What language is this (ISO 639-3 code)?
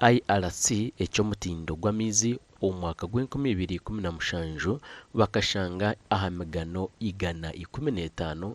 nyn